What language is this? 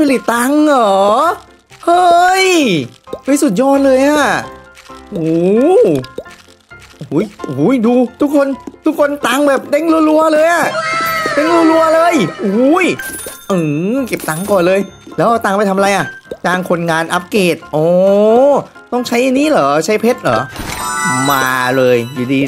Thai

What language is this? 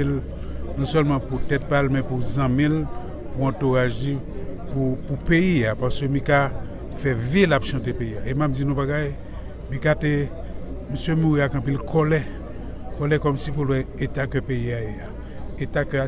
Haitian Creole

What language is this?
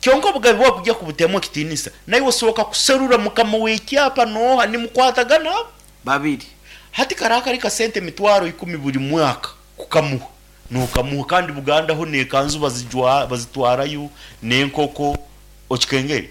Nyankole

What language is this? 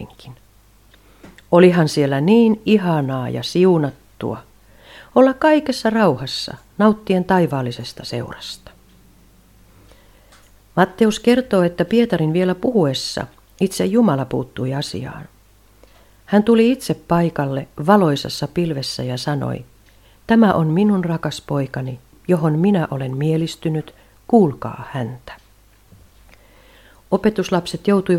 Finnish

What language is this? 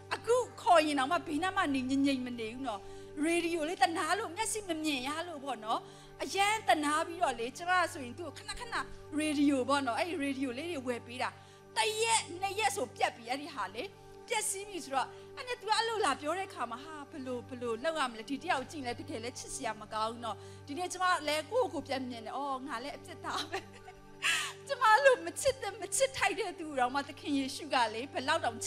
Burmese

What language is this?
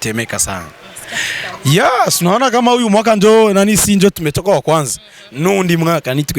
Rundi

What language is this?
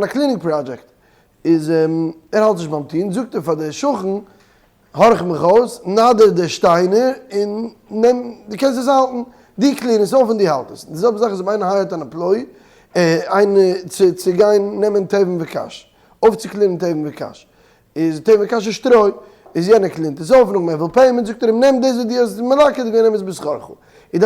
Yiddish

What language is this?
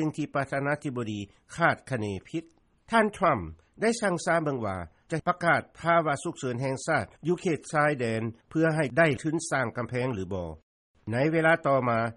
Lao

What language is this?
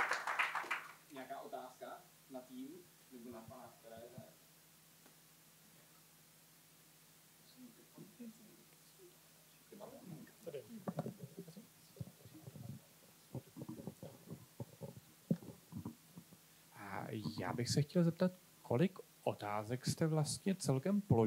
Czech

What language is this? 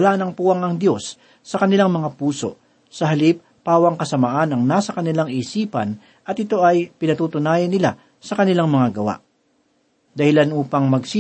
Filipino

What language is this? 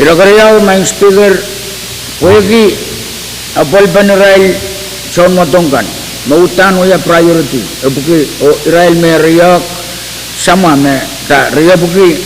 Pohnpeian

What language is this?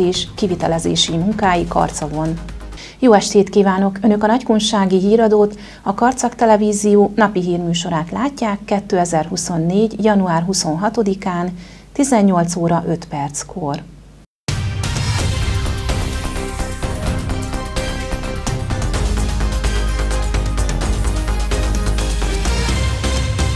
Hungarian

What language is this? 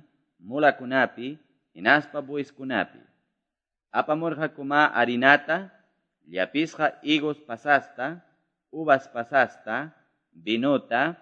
Quechua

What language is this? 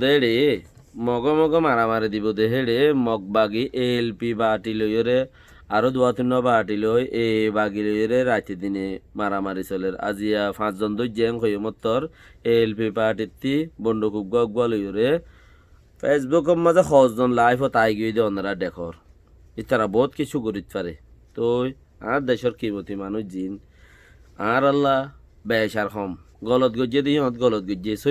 Rohingya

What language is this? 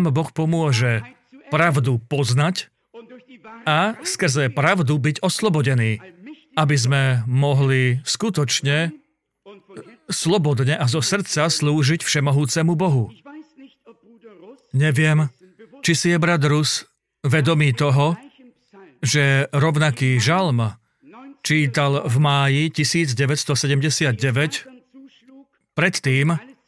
Slovak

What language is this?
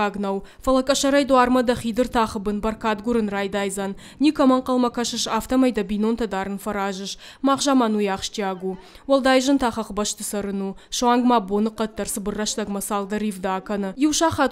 Ossetic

